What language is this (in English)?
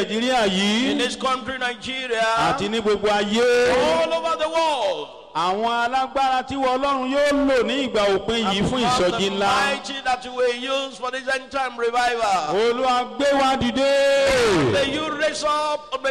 Yoruba